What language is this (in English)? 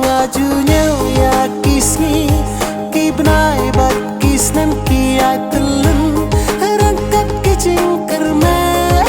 Khasi